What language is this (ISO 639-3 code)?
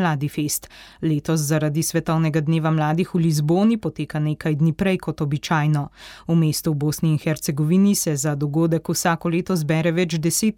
slv